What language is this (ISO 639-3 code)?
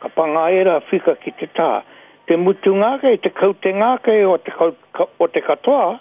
mri